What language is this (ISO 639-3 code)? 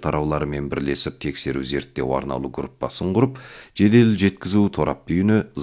kaz